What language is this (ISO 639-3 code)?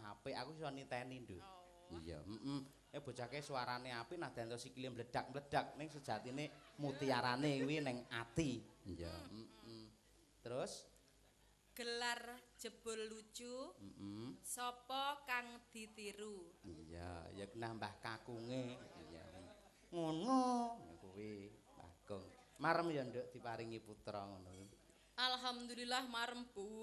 jav